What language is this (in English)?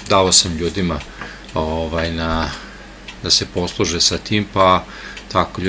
Serbian